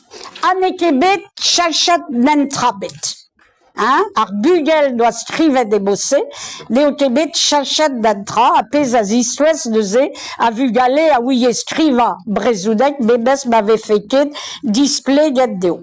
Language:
Breton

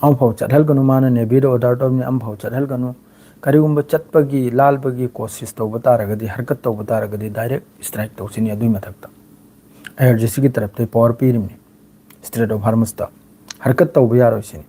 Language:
Manipuri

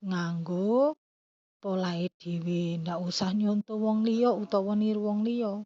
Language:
Javanese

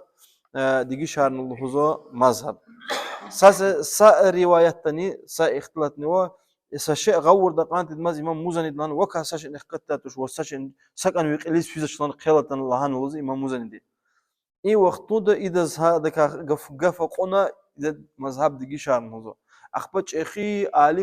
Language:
Lezghian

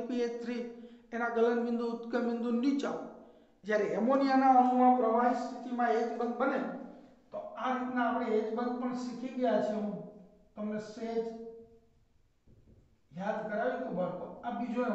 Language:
Gujarati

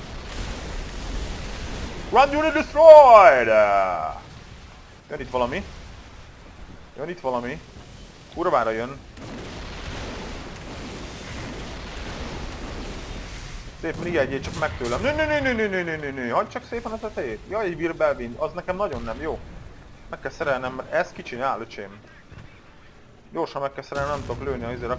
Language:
Hungarian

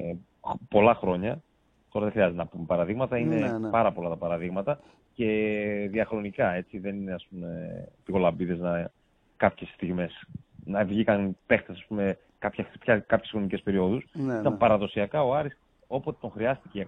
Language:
Greek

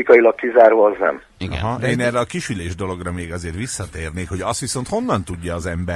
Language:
Hungarian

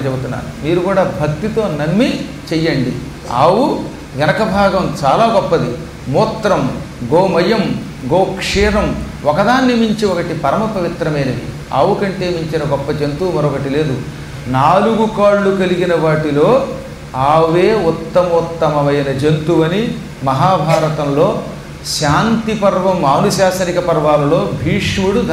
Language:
Telugu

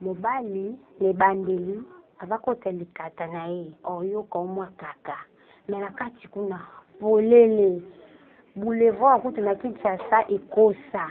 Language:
Lingala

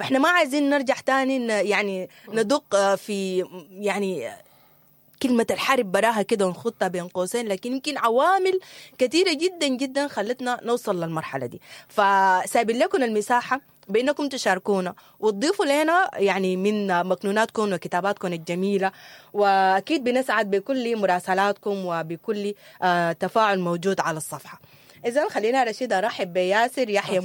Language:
Sudanese Arabic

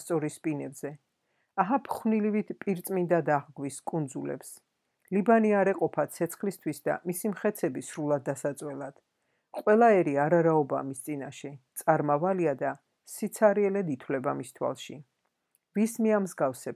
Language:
Georgian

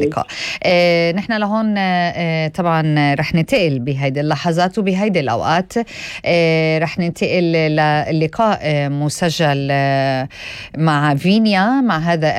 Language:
North Levantine Arabic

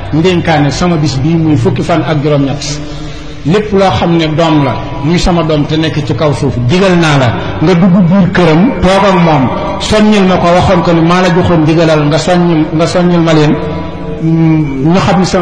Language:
Wolof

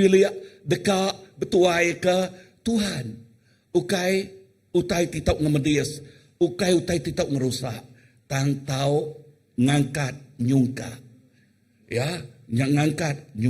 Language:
Iban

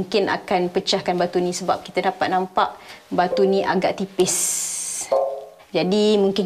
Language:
Malay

